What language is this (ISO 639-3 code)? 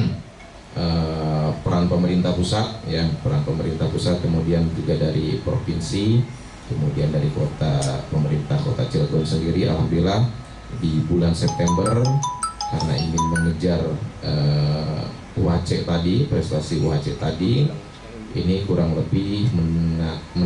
ind